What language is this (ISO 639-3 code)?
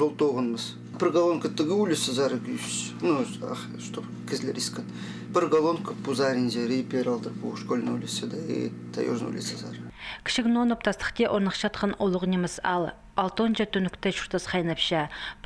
kjh